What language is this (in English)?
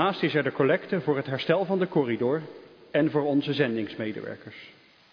Dutch